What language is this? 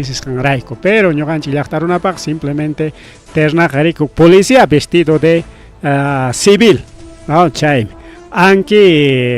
Ayacucho Quechua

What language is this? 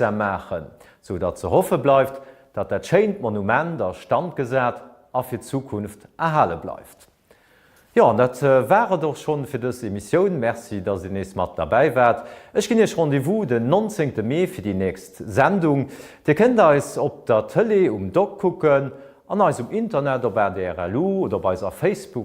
Luxembourgish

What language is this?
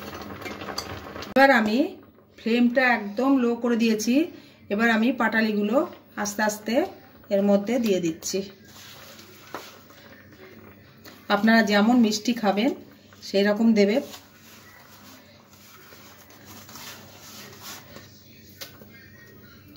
Bangla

